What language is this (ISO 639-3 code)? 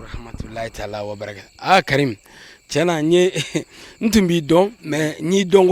bam